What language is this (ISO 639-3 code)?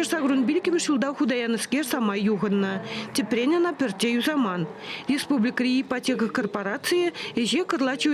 chv